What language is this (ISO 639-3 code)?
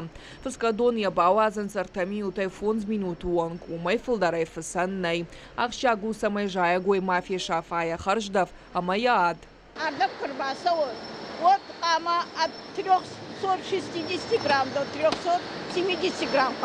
oss